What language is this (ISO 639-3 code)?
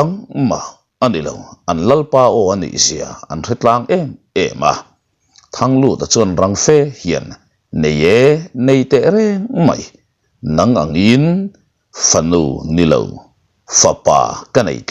lus